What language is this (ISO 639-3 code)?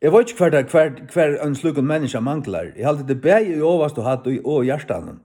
fao